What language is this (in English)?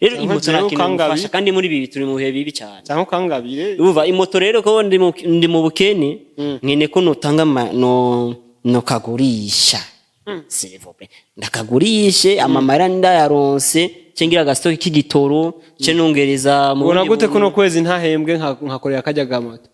Rundi